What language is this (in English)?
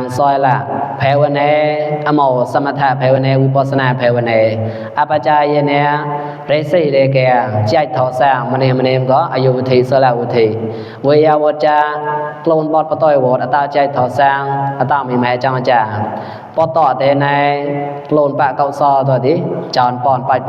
Mon